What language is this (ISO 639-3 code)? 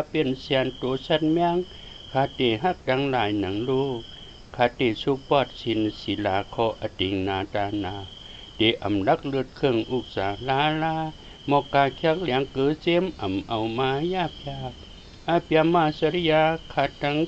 shn